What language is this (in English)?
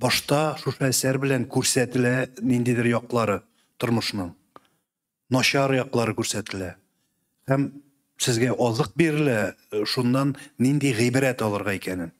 Tatar